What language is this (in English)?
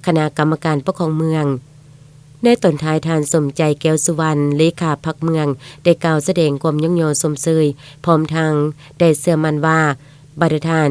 Lao